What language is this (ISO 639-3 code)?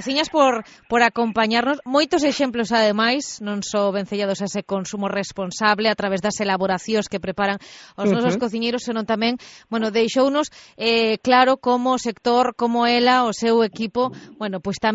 glg